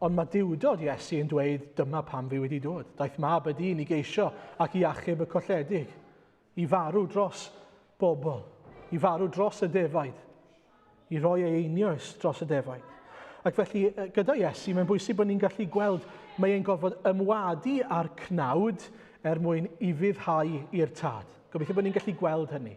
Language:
Welsh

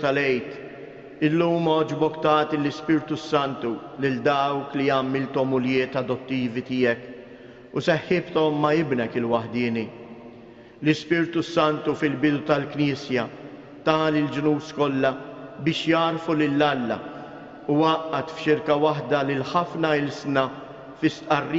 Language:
Maltese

